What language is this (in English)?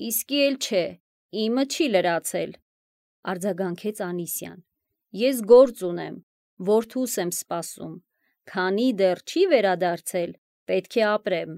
Armenian